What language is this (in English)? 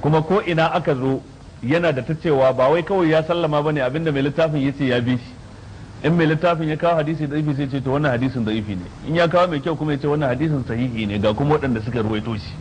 Hausa